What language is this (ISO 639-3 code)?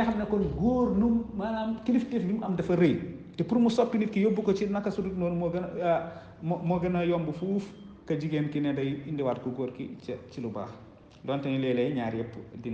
wol